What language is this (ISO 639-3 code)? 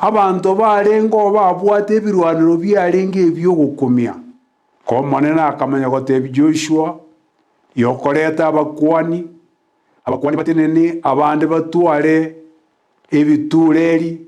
guz